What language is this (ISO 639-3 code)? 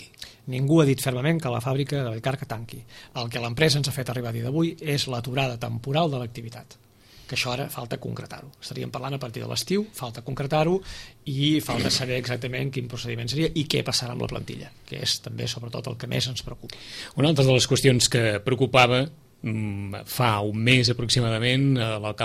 cat